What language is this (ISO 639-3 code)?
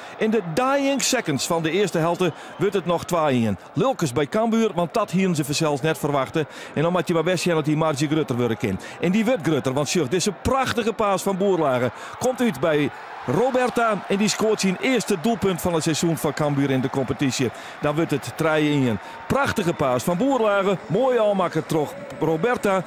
fry